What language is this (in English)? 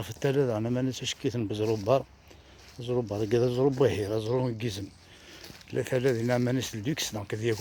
Kabyle